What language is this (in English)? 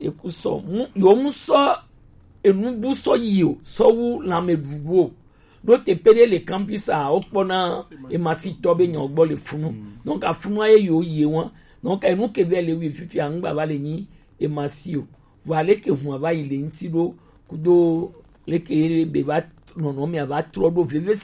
Gen